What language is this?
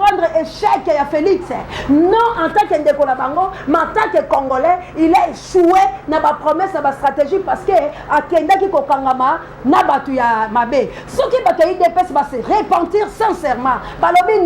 Lingala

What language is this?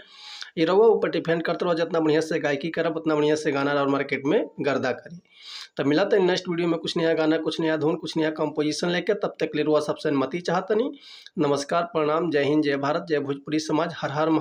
Bhojpuri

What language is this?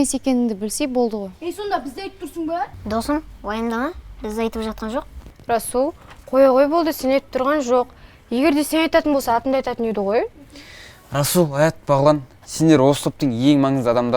Kazakh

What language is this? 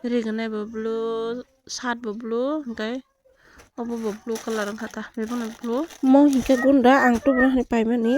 Kok Borok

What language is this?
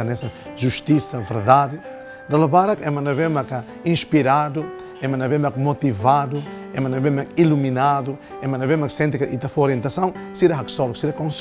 Tetum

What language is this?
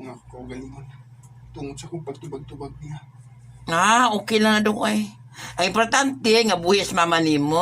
Cebuano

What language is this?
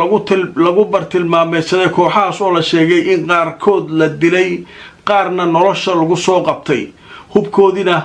Somali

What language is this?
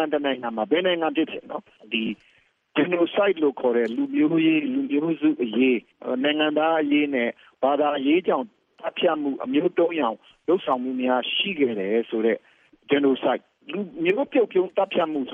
Burmese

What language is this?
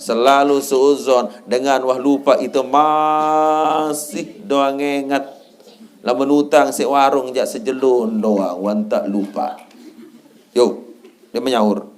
Sasak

